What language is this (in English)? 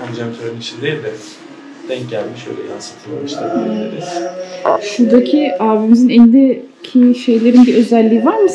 Turkish